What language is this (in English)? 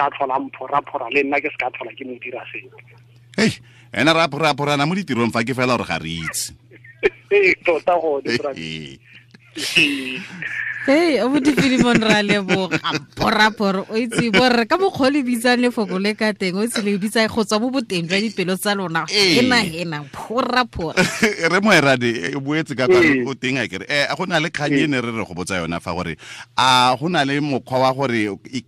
Tswana